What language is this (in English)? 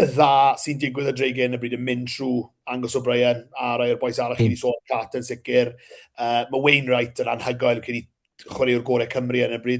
Welsh